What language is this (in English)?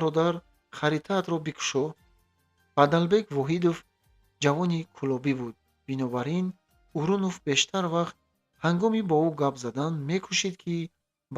Tajik